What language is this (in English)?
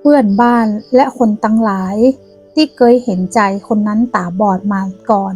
Northern Thai